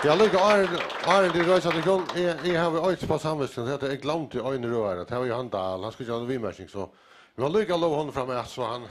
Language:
Faroese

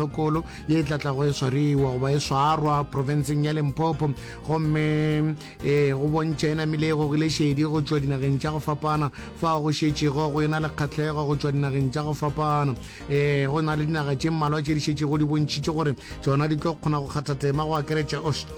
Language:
Northern Sotho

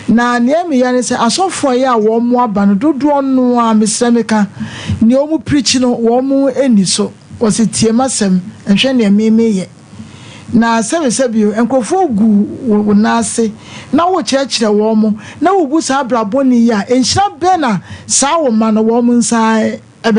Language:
Akan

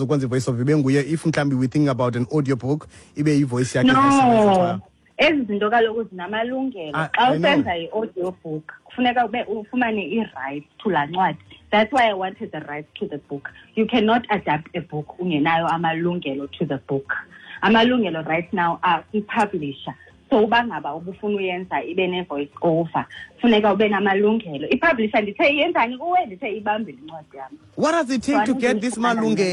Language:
Xhosa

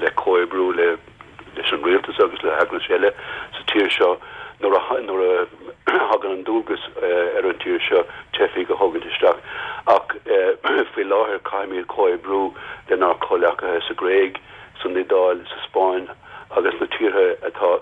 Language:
Irish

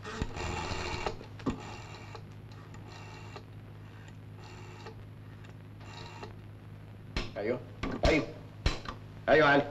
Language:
Egyptian Arabic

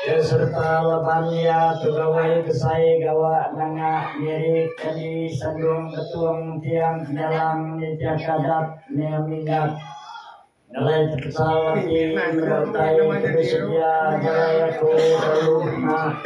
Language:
Iban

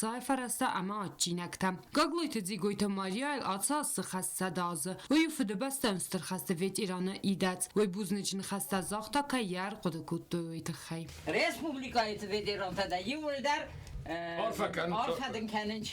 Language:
Ossetic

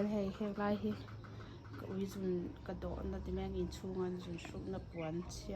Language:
Mizo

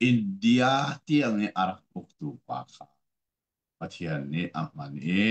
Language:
Hakha Chin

